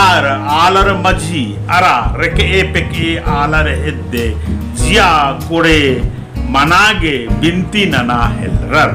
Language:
Kurukh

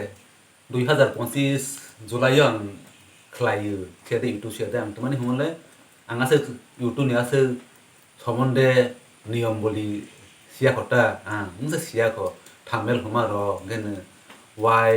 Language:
Kok Borok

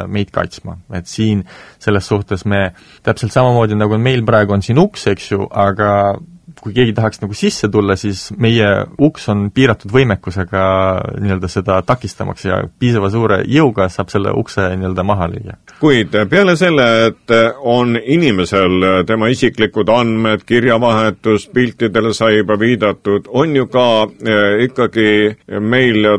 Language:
Estonian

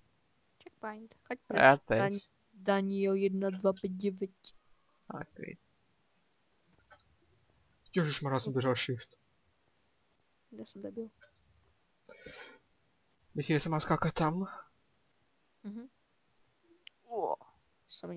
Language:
Czech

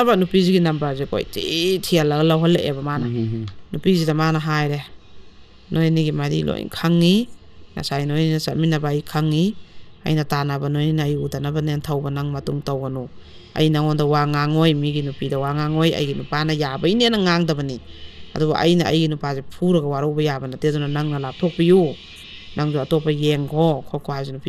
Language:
Manipuri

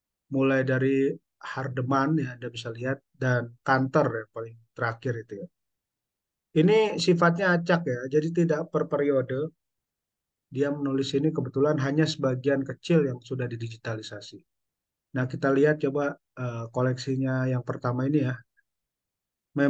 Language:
Indonesian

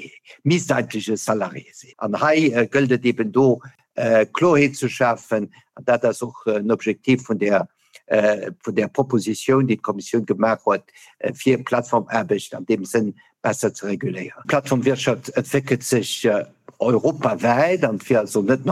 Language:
Luxembourgish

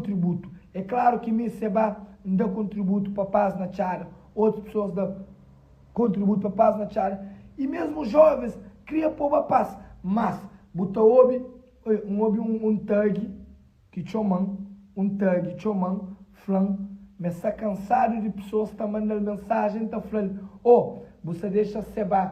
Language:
Kabuverdianu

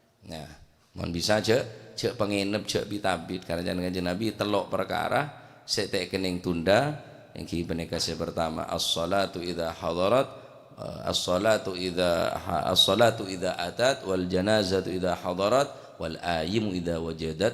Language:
Madurese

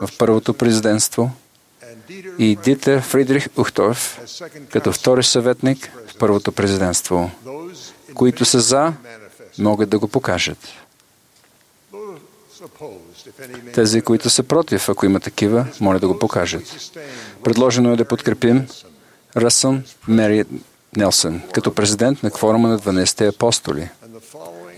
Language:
Bulgarian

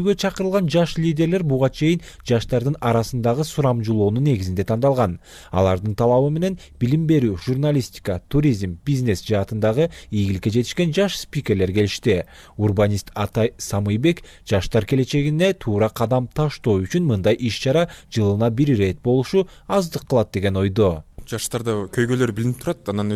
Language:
Kyrgyz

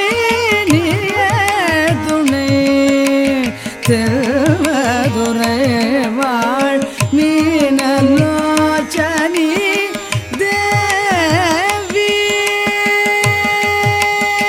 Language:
Tamil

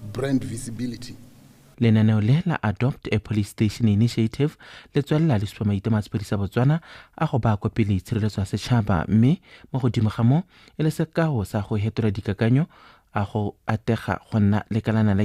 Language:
Tswana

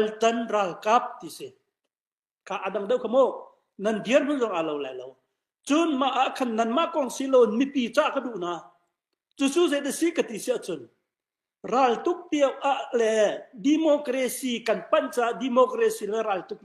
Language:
Hakha Chin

